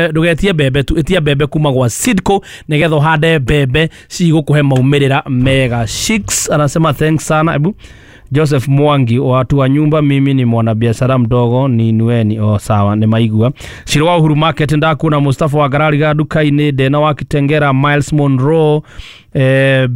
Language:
Kikuyu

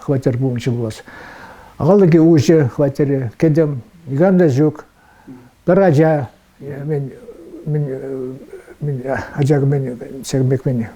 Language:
Chuvash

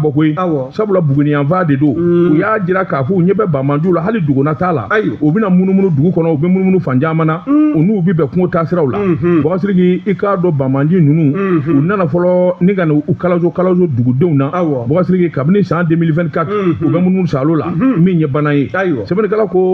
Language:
Bambara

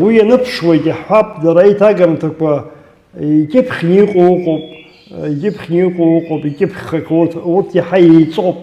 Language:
Abkhazian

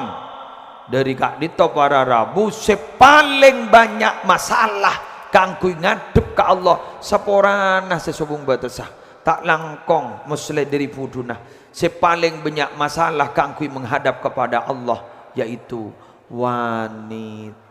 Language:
Madurese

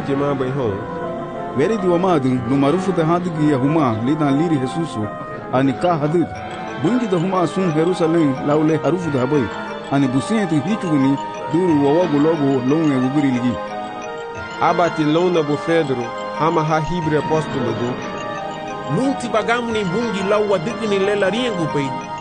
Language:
Garifuna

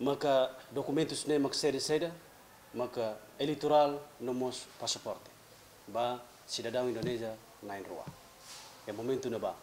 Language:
Tetum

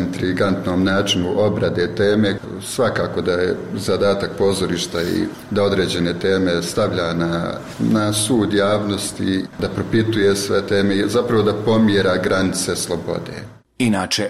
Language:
Bosnian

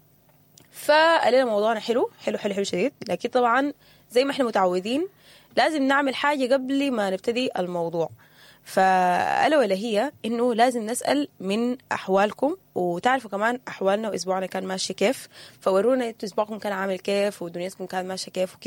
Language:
Sudanese Arabic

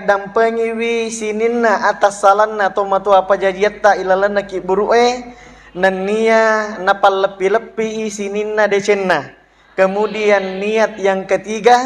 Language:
Buginese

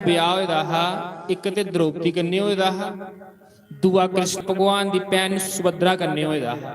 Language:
Dogri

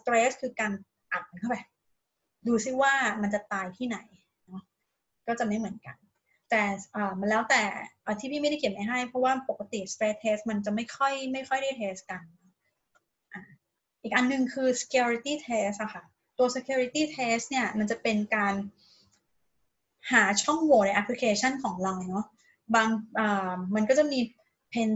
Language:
Thai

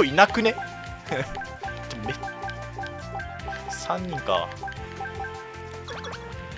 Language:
Japanese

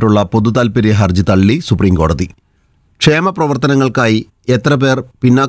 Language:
Malayalam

